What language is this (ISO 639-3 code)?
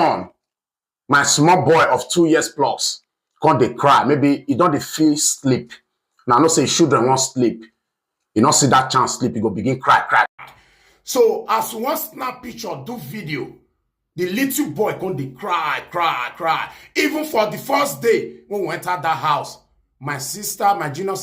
pcm